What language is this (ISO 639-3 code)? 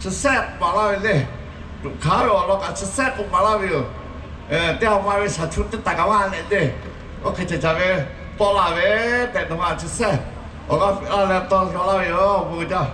lhu